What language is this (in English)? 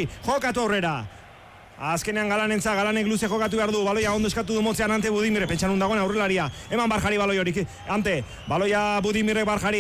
Basque